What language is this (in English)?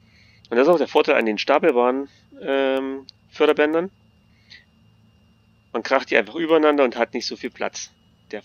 German